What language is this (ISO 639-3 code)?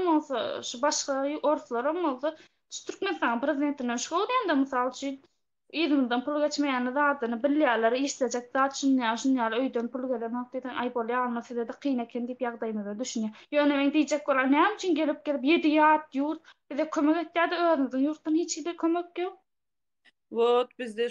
tuk